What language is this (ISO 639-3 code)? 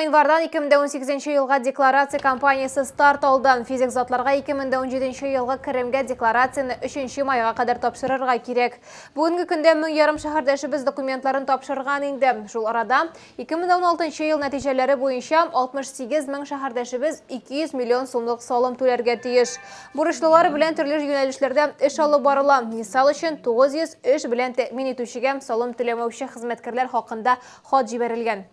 tat